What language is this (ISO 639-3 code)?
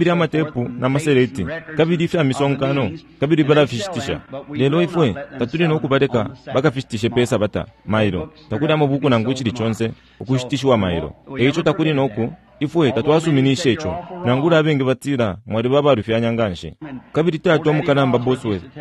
bem